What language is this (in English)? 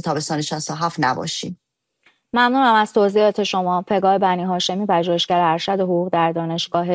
Persian